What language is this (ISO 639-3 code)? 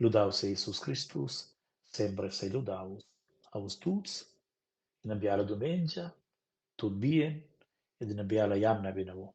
roh